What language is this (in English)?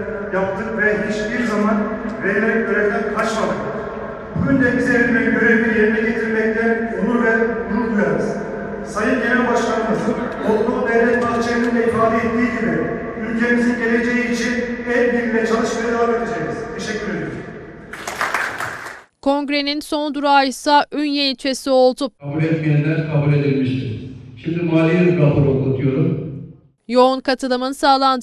Turkish